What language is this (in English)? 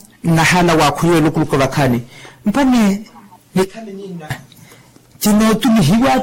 Makhuwa